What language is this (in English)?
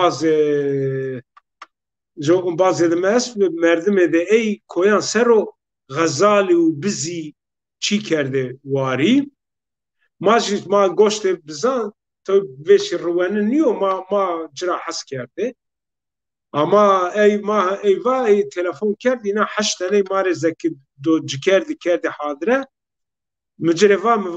Zaza